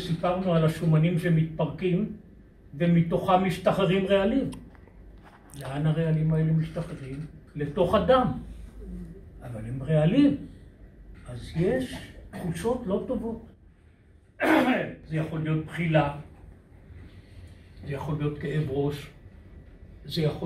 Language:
Hebrew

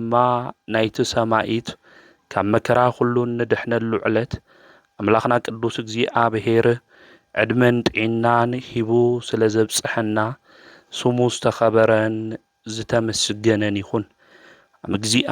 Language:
Tigrinya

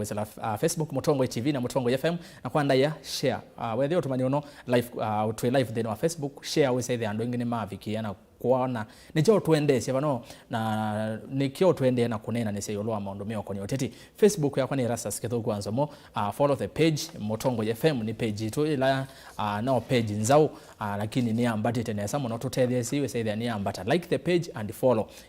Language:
Kamba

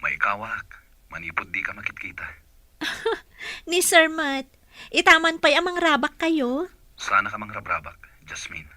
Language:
Iloko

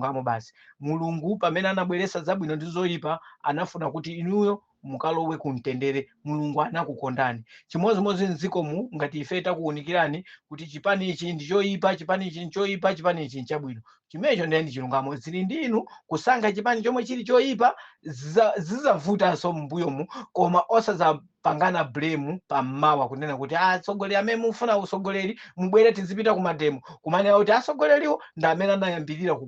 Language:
Nyanja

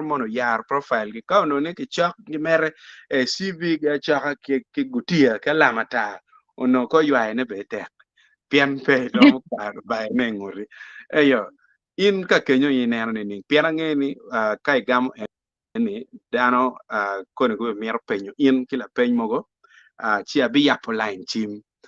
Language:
Acoli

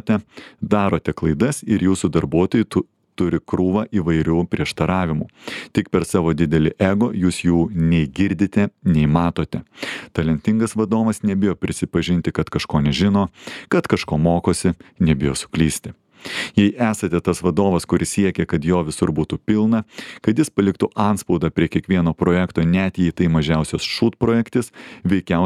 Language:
Lithuanian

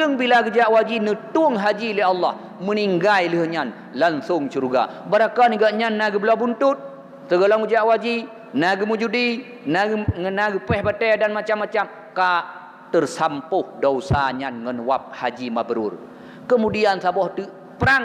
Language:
Achinese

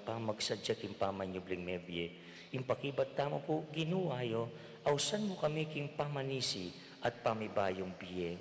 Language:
Pampanga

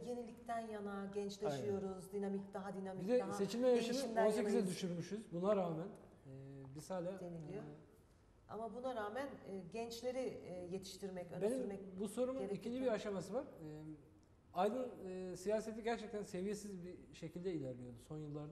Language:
Turkish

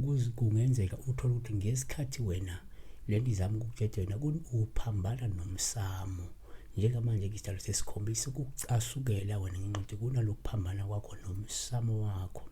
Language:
Zulu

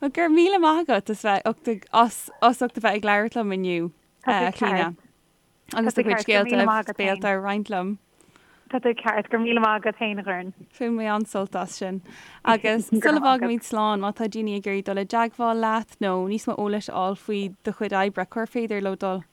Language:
Irish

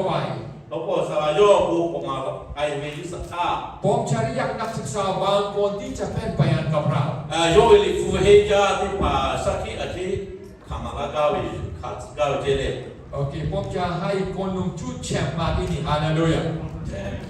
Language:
Lahu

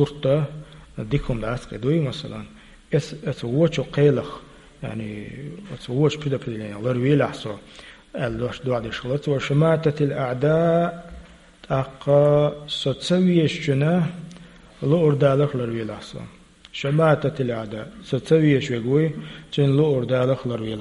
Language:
Chechen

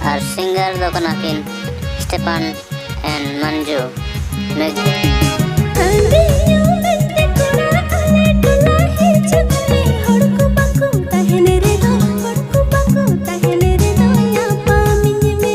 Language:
Santali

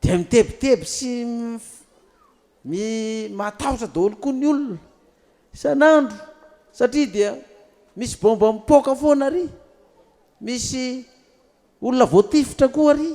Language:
Malagasy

